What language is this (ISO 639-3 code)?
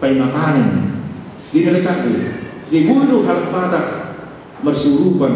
bbc